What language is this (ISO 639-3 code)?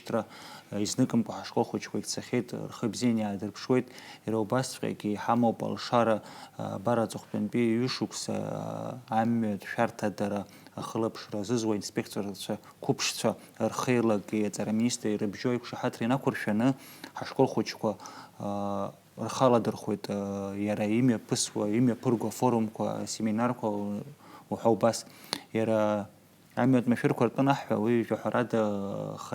abk